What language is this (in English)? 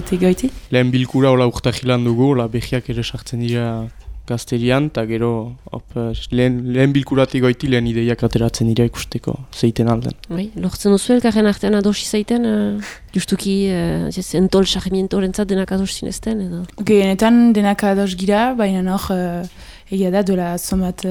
Basque